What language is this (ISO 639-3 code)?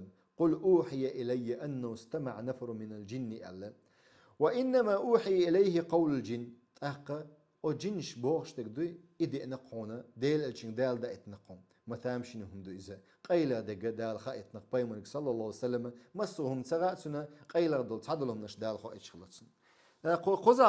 che